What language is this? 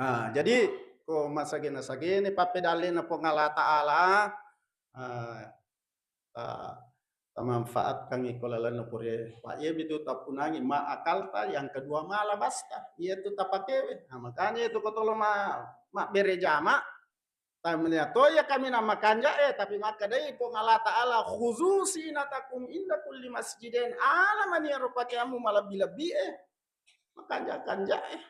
Buginese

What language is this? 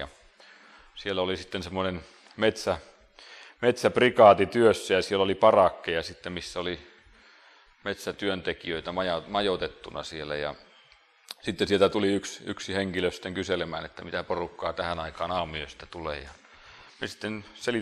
Finnish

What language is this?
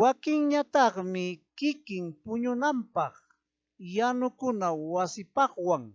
Ayacucho Quechua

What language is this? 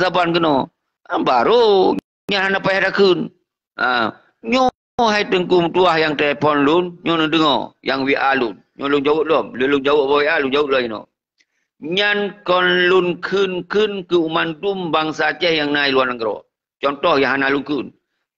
Achinese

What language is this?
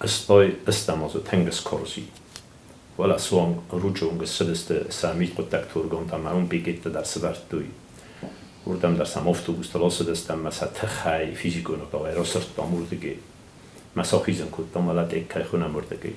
Ossetic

